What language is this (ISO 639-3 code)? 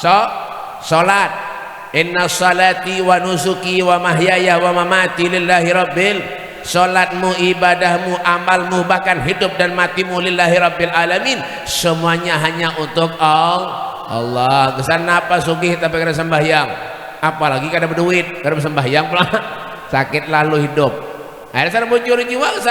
bjn